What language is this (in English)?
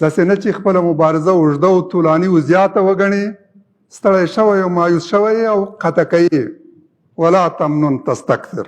Pashto